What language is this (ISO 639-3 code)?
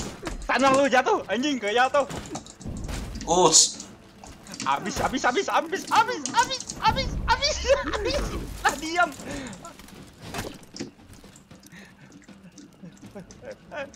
ind